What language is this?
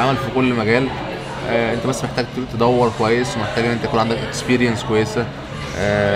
Egyptian Arabic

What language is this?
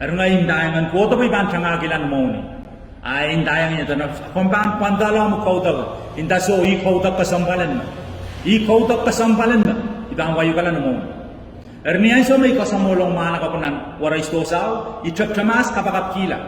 Pohnpeian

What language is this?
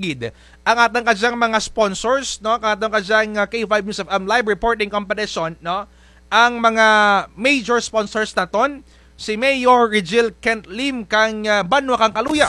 Kinaray-a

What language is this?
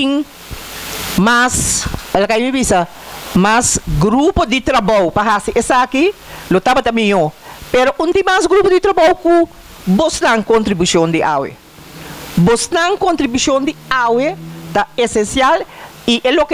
Papiamento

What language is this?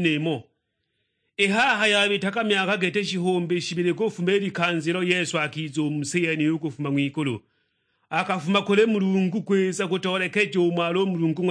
Sukuma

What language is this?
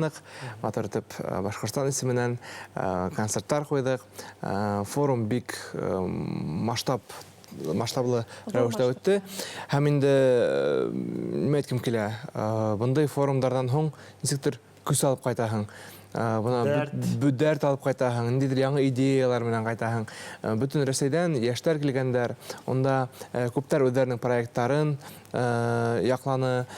Bashkir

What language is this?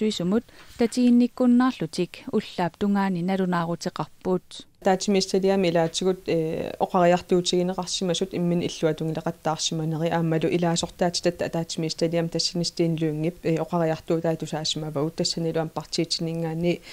Kalaallisut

